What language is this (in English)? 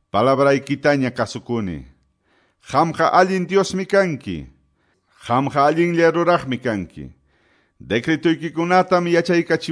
Quechua